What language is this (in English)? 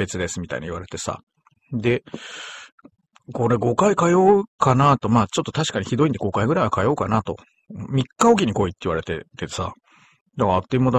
Japanese